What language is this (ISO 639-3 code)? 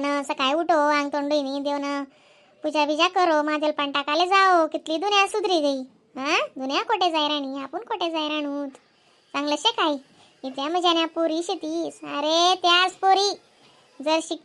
khn